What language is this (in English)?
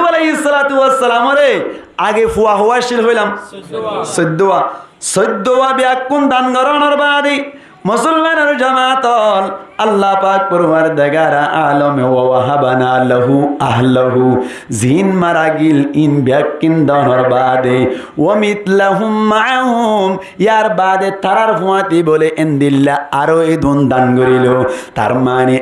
Rohingya